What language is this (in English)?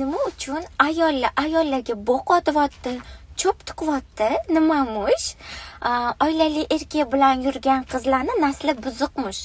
Uzbek